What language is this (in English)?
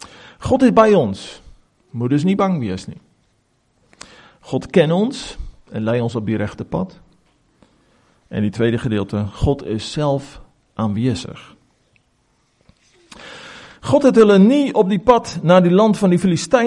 Afrikaans